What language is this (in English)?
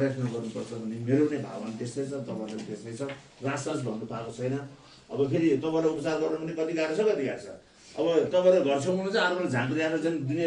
Nepali